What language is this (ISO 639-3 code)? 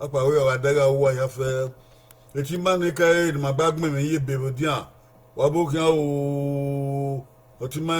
bin